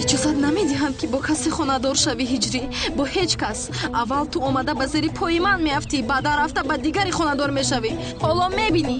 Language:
Tajik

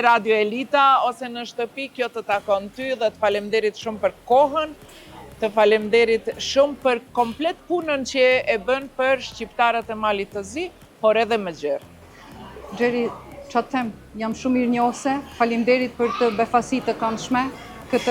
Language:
Albanian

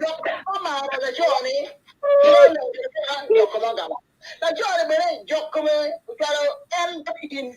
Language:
Acoli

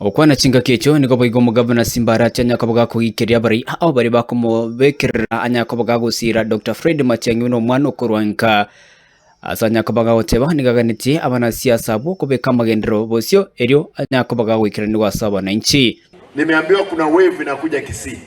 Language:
Gusii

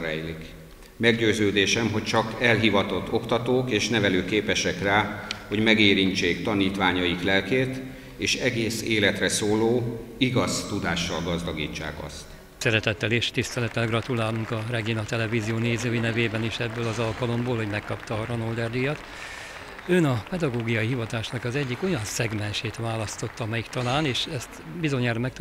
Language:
Hungarian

